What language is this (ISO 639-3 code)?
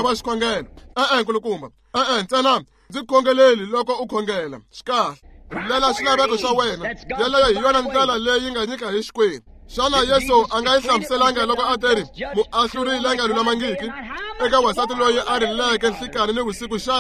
tso